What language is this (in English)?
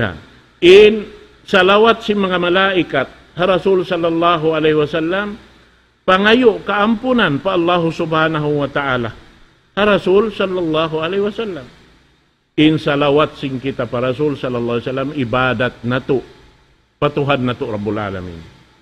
Tausug